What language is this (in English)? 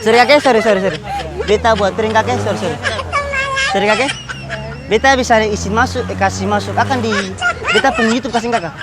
Ambonese Malay